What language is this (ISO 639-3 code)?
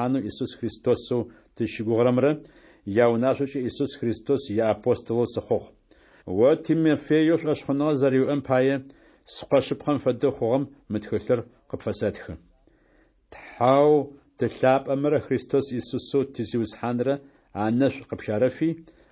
ady